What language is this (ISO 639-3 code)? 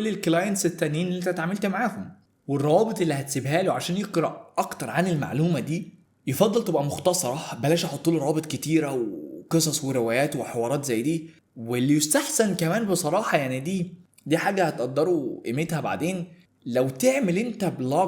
arz